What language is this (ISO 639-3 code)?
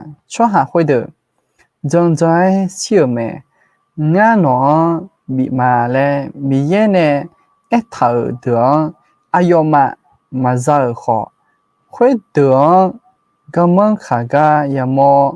ahk